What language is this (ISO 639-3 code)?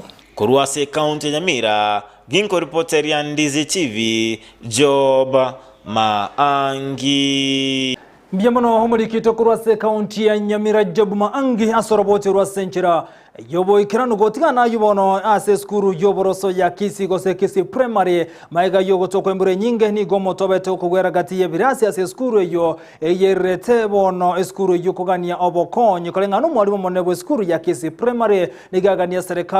guz